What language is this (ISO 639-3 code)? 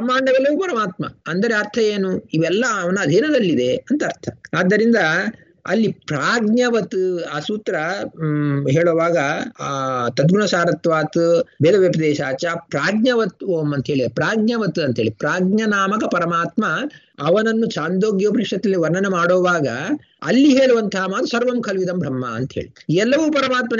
kan